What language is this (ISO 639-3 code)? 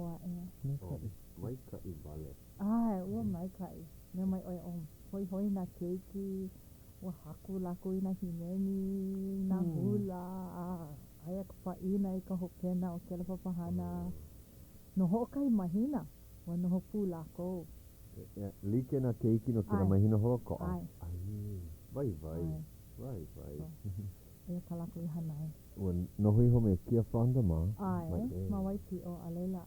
haw